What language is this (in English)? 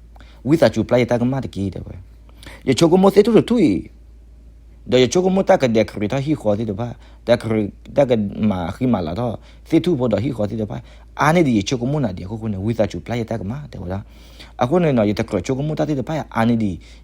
S'gaw Karen